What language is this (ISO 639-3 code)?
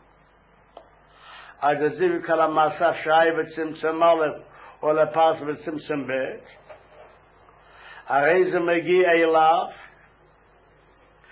heb